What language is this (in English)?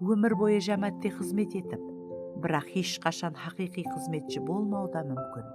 Kara-Kalpak